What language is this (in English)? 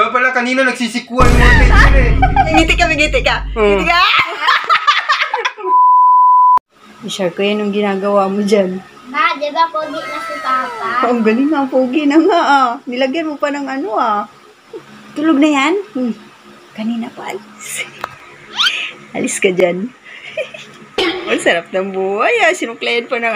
Filipino